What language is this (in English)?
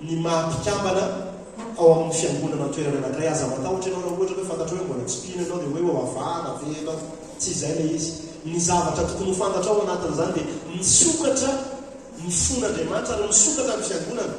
Malagasy